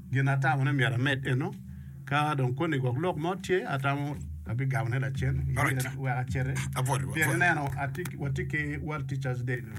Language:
Acoli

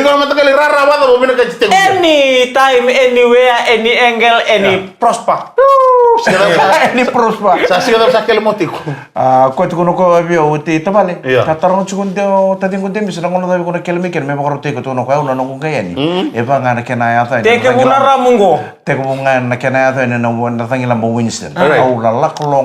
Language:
Fijian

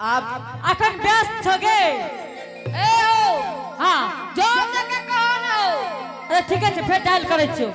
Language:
Angika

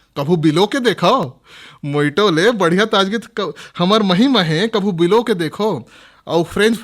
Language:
Chhattisgarhi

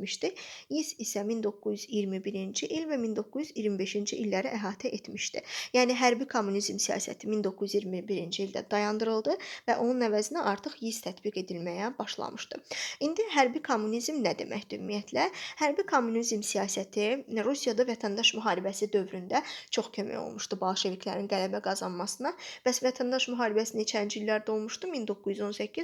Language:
Azerbaijani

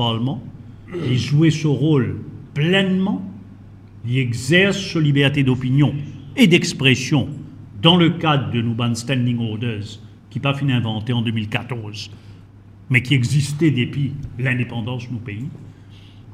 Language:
Morisyen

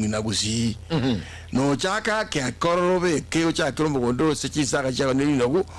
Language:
Gusii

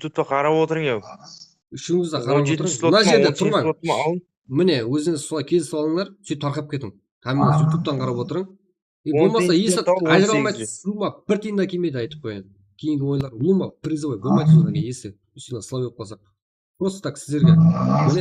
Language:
Kara-Kalpak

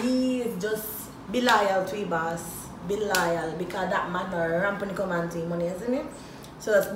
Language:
Jamaican Creole English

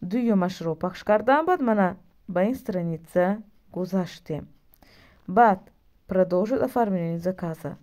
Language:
Tajik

